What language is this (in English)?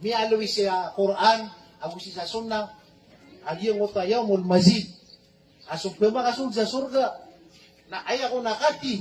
Maranao